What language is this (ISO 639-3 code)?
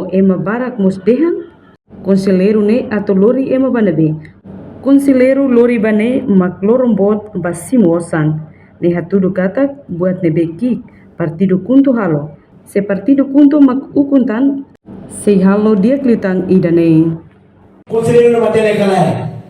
tet